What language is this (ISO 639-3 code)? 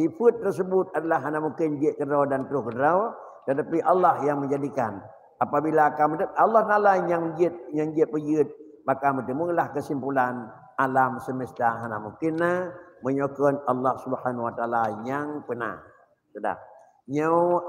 ace